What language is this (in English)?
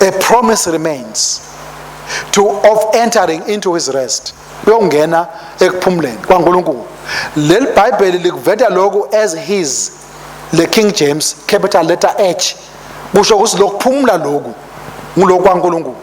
Swati